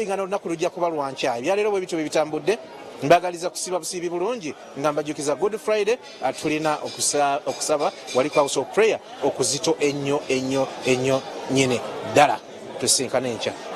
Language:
Ganda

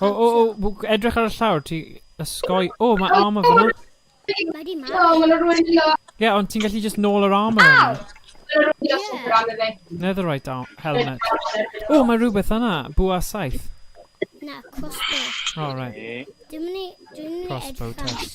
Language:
Welsh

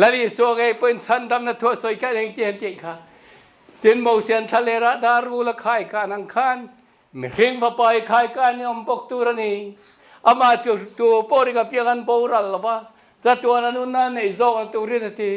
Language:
Mizo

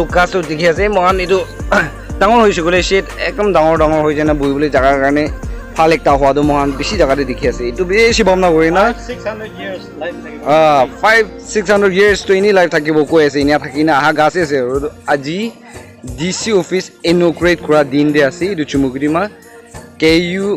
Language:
Naga Pidgin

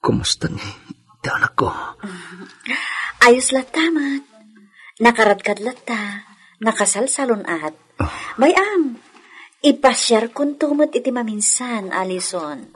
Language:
Iloko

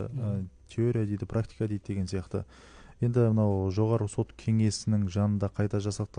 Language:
Kazakh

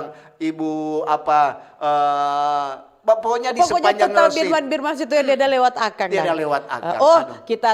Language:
Manado Malay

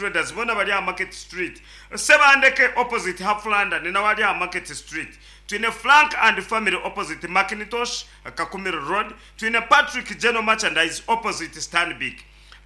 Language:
Nyankole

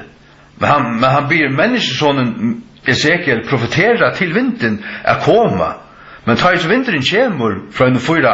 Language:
Faroese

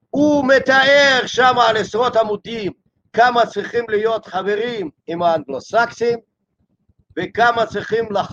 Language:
Hebrew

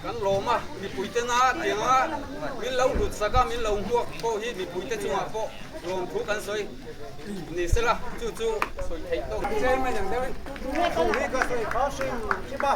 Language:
Mizo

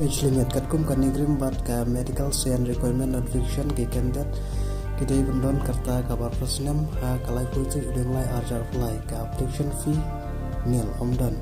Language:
Khasi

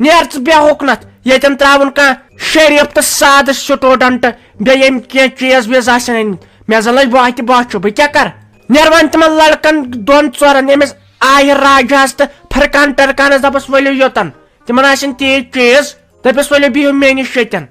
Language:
Kashmiri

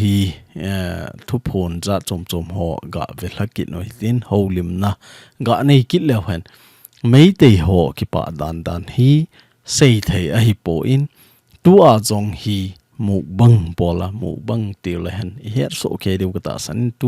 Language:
Thado Chin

